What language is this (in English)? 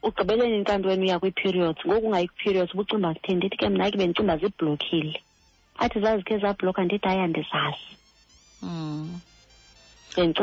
Xhosa